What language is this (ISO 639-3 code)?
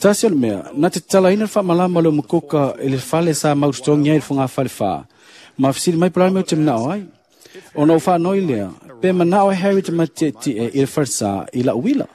smo